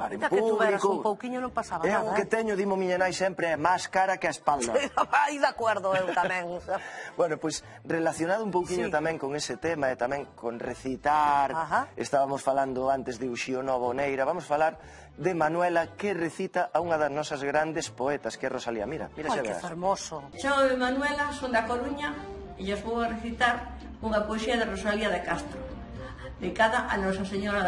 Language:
Galician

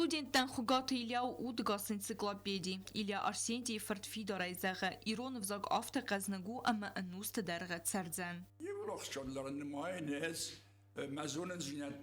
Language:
Ossetic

